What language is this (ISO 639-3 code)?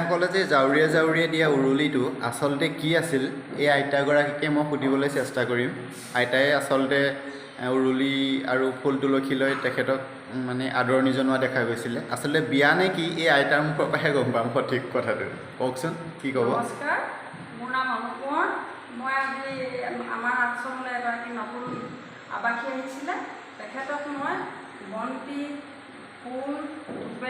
asm